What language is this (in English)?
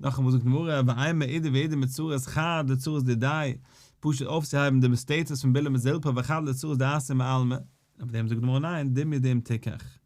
Yiddish